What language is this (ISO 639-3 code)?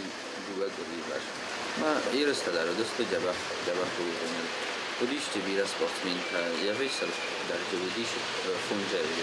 oss